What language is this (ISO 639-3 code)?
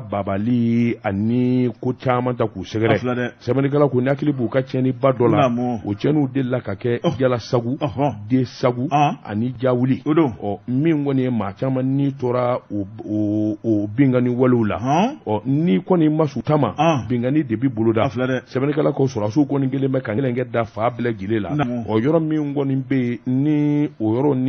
bam